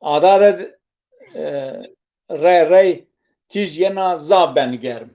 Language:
Zaza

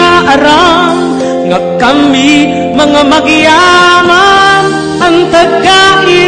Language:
Waray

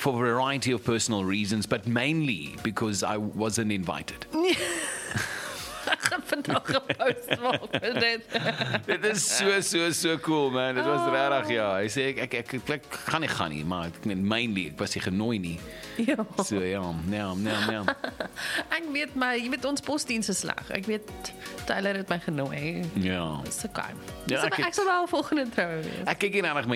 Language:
Afrikaans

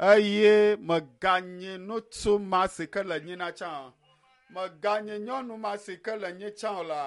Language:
Ewe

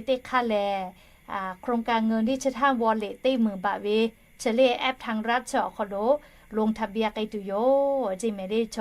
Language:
Lahu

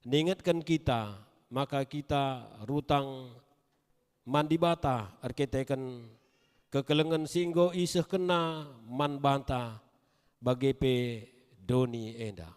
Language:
Batak Karo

